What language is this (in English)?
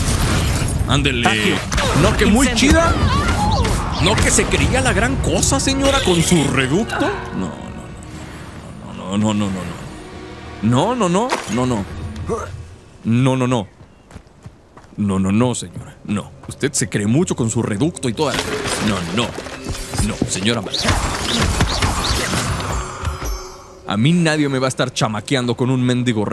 Spanish